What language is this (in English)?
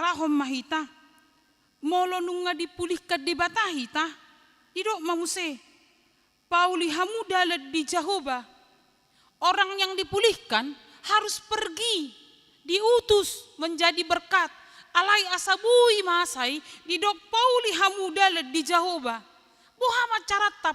Batak Toba